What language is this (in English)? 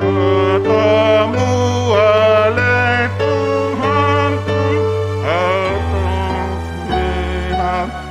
Batak Simalungun